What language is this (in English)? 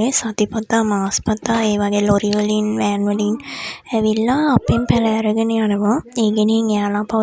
Sinhala